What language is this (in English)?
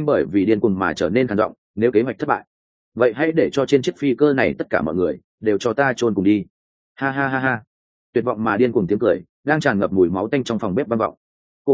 Vietnamese